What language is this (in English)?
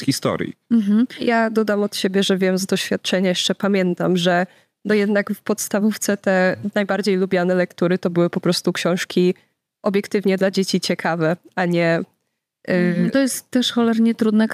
Polish